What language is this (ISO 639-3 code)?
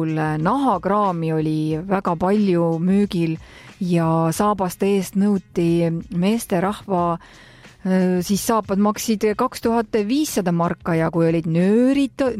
est